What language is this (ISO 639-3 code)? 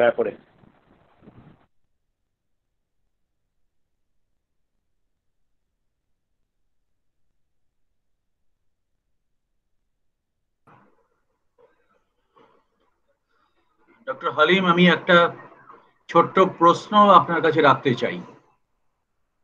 ben